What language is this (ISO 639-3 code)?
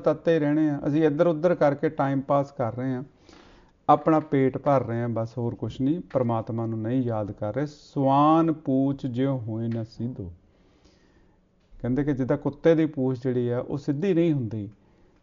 pan